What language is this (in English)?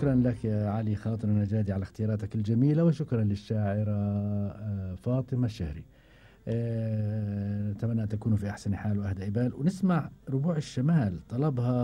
Gulf Arabic